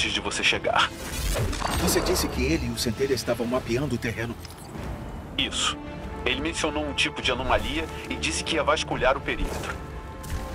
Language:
Portuguese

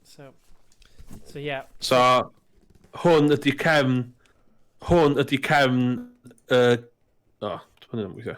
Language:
Welsh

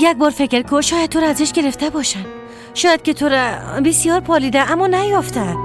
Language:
Persian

